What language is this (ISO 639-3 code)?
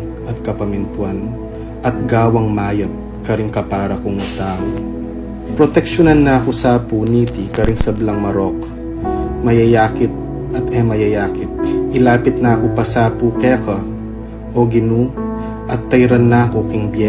pam